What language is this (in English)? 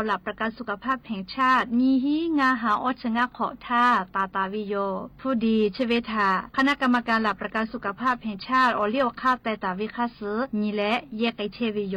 Lahu